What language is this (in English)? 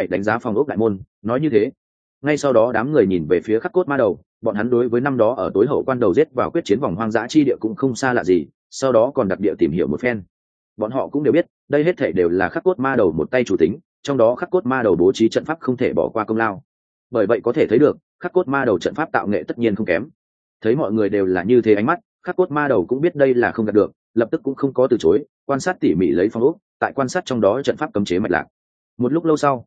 Vietnamese